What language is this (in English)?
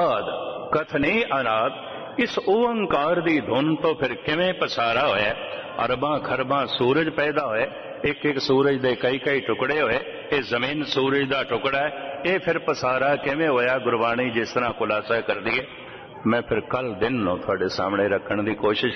Punjabi